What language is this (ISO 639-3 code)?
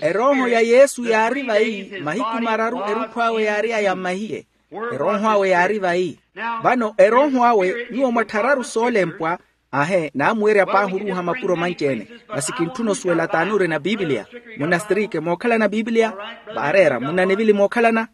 vmw